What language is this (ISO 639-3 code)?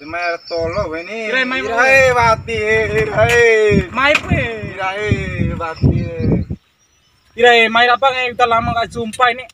bhp